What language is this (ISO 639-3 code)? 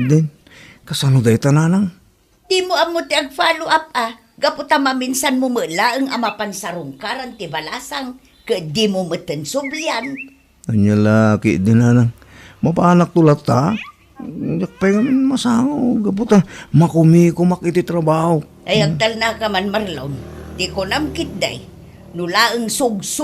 ilo